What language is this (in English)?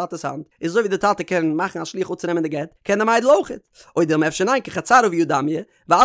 Yiddish